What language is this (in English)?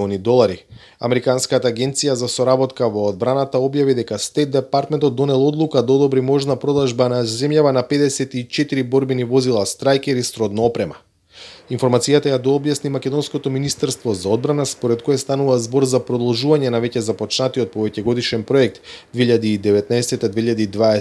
Macedonian